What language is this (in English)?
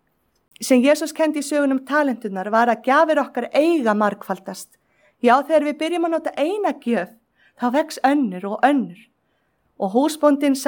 Icelandic